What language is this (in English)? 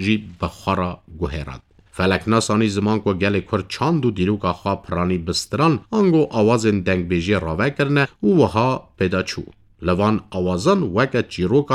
Kurdish